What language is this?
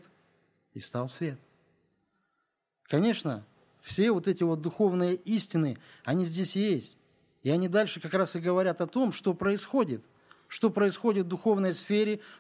Russian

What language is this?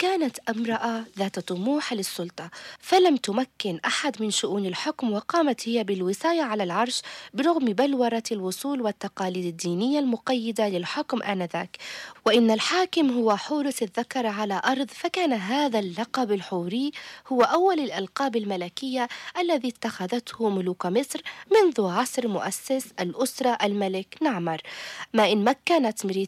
Arabic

